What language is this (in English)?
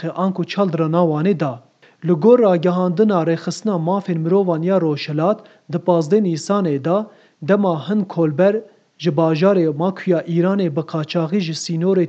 Kurdish